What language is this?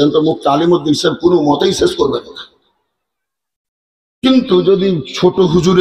Bangla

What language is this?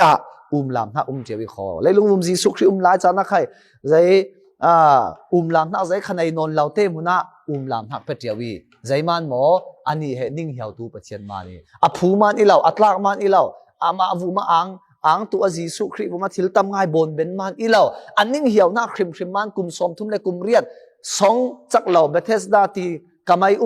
Falam Chin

